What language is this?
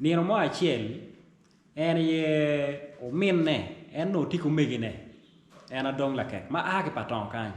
Acoli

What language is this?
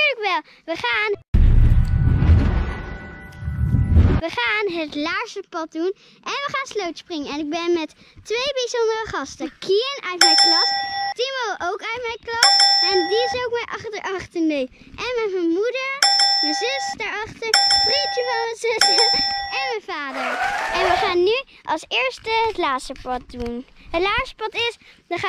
Dutch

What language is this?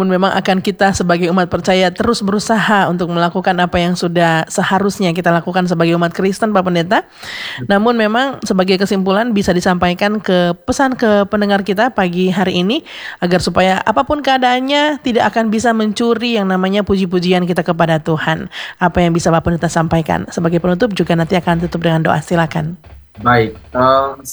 Indonesian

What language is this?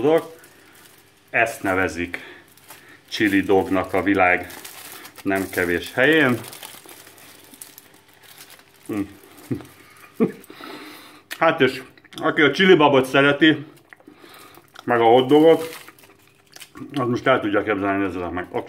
Hungarian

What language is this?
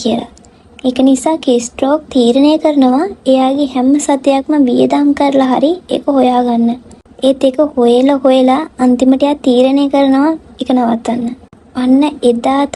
Sinhala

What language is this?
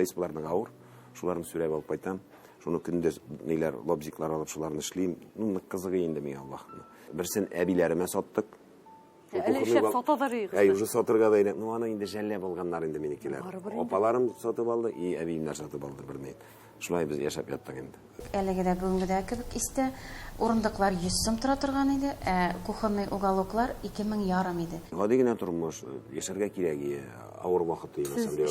Tatar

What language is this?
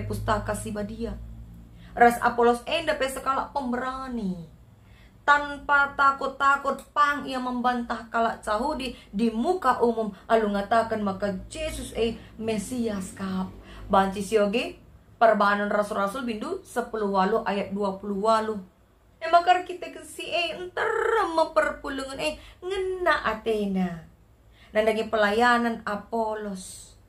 Batak Karo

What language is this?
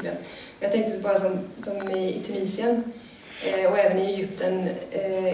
Swedish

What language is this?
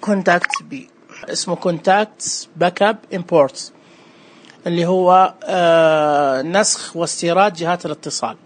Najdi Arabic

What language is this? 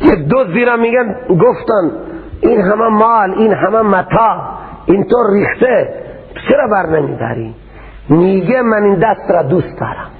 Persian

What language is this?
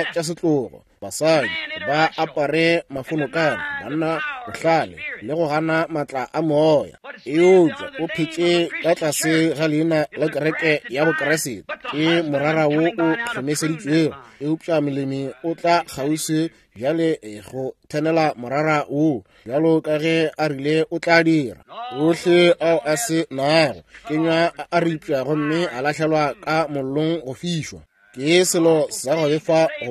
Northern Sotho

